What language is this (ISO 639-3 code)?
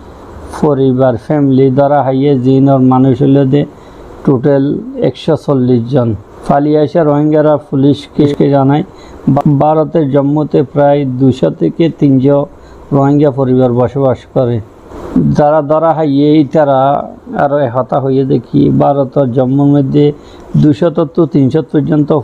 rhg